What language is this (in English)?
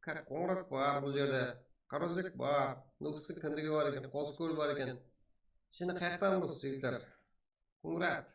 Kara-Kalpak